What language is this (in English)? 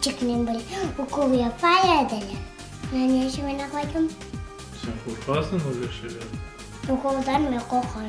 Crimean Tatar